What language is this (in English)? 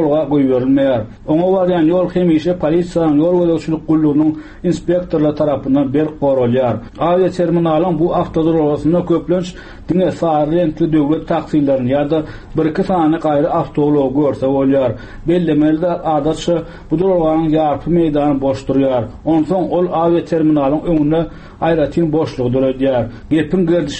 Turkmen